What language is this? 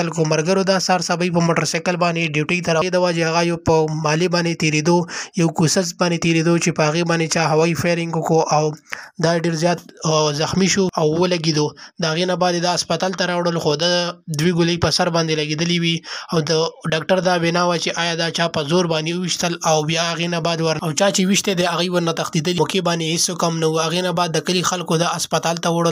Pashto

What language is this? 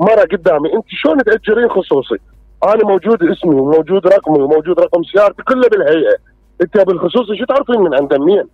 Mesopotamian Arabic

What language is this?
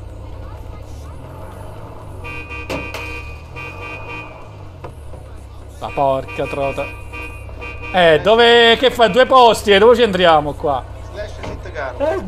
Italian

